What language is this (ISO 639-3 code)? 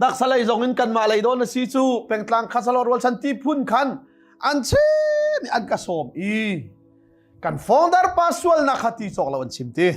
cnh